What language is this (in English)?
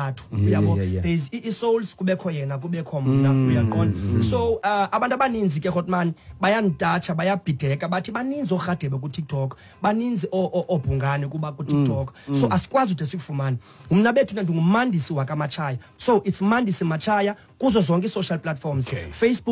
Xhosa